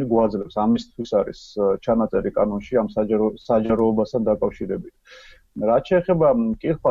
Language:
Georgian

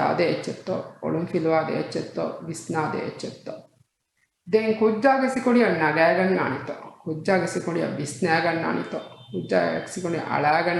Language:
Divehi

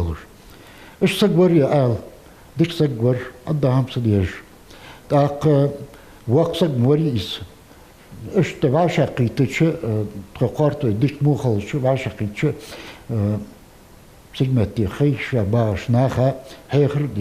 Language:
Ingush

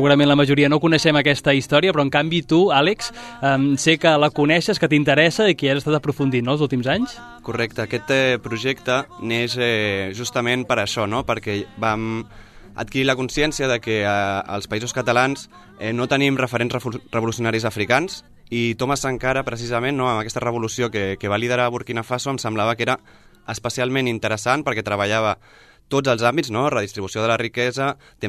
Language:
Catalan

